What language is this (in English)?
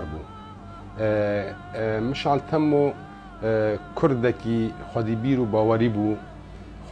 Kurdish